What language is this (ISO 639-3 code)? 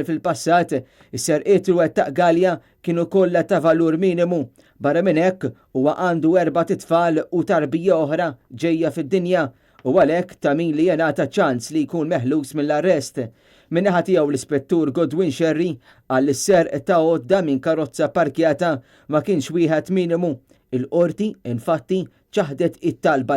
mlt